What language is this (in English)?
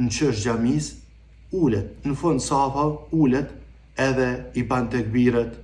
Albanian